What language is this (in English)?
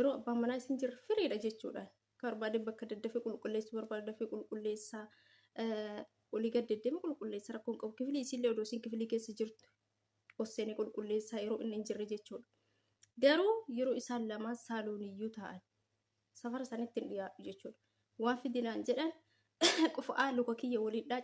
Oromo